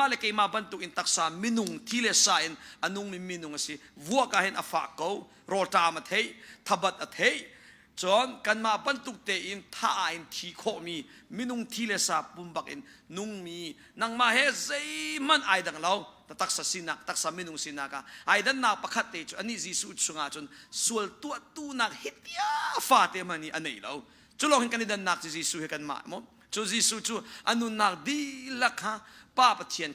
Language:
Hakha Chin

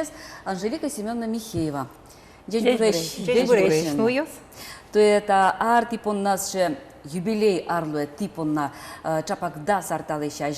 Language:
Udmurt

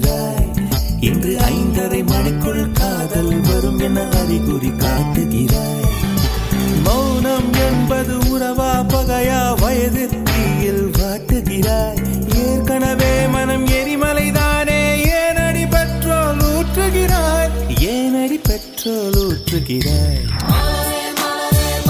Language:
Tamil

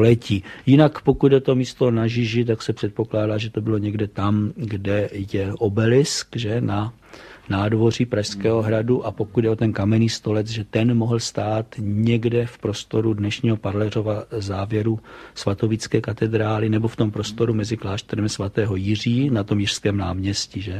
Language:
Czech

